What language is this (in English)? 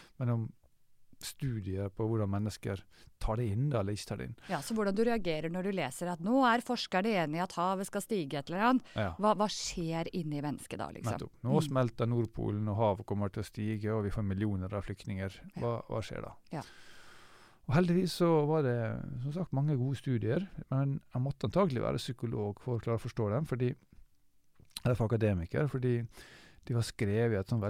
Norwegian